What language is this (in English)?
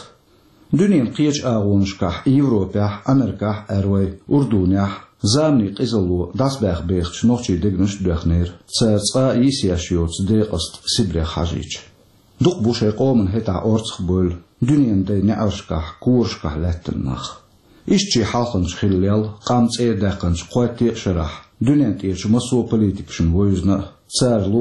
Chechen